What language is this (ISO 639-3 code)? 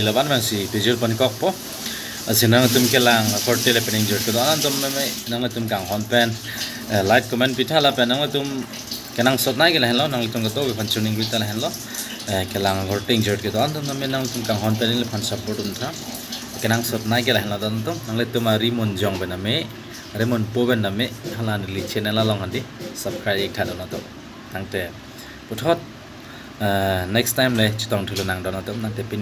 mjw